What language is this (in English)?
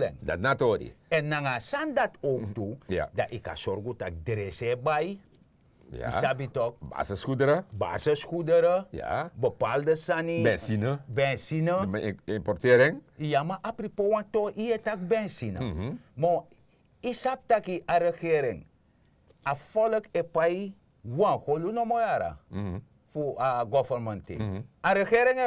Sranan Tongo